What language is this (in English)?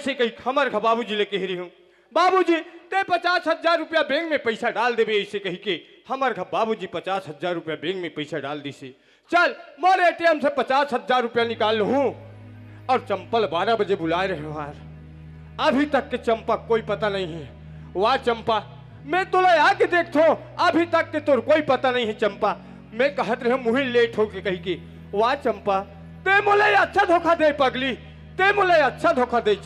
Chhattisgarhi